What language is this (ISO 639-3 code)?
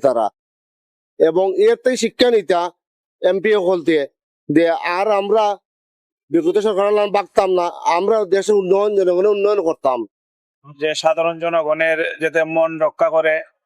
syl